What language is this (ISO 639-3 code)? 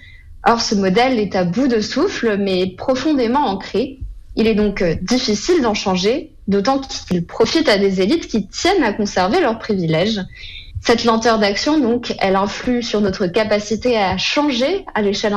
fra